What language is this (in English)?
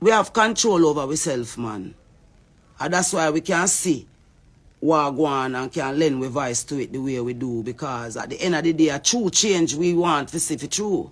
Jamaican Creole English